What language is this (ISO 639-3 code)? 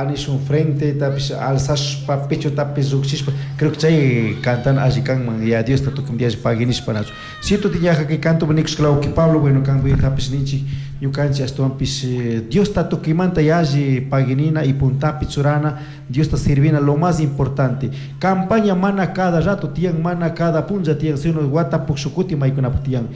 qug